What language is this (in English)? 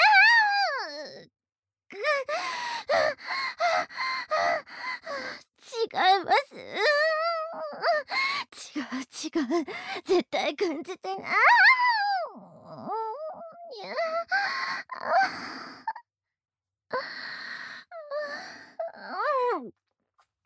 Japanese